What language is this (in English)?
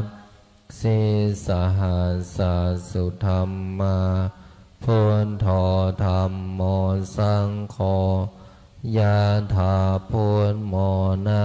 Pali